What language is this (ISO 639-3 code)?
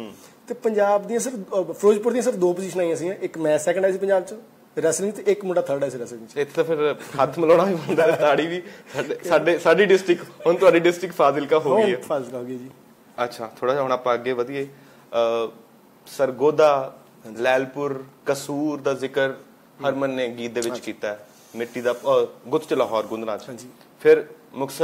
pan